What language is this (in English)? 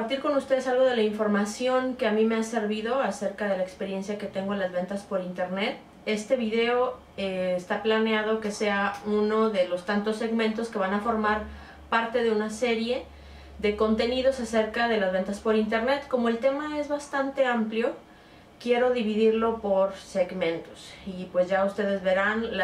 Spanish